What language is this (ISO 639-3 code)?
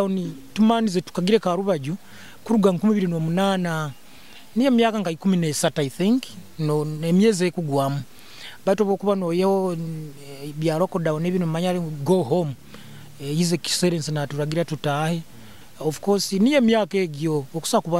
nyo